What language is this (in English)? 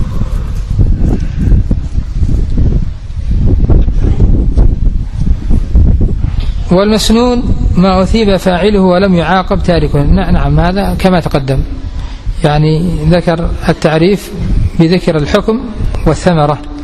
Arabic